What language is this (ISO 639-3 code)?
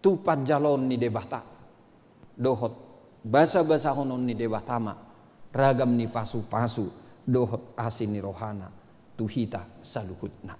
bbc